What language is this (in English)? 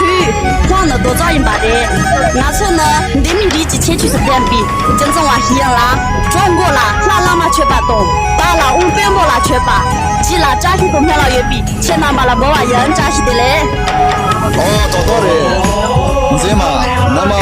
Tibetan